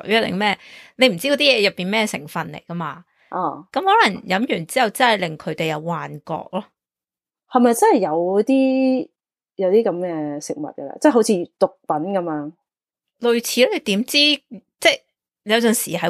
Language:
Cantonese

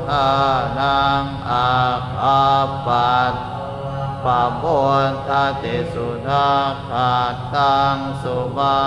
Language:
Pali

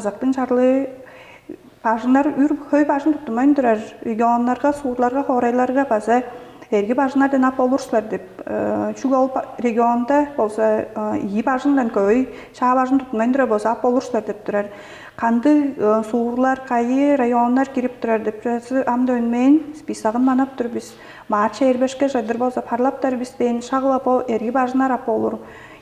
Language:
Tuvinian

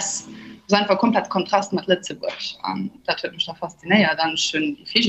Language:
Luxembourgish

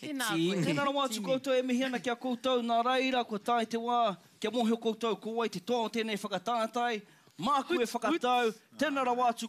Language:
Māori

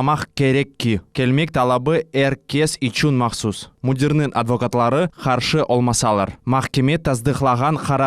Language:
Crimean Tatar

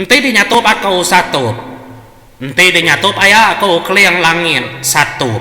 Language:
Iban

